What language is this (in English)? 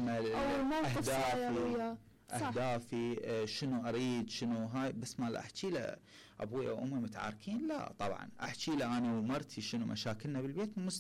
Mesopotamian Arabic